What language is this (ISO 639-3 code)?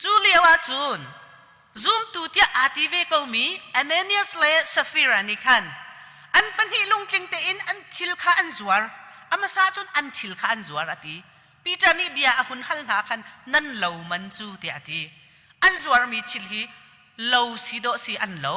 cnh